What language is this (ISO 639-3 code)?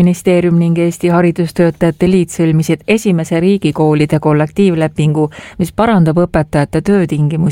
est